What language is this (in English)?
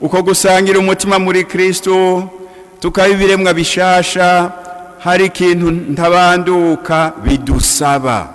Rundi